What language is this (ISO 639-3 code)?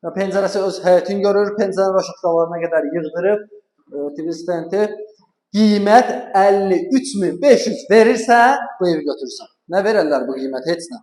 aze